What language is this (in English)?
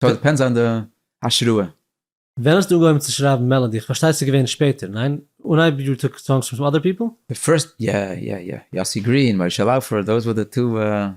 Yiddish